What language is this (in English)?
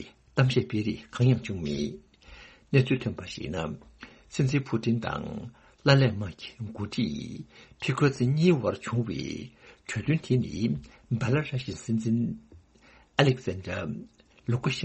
Tibetan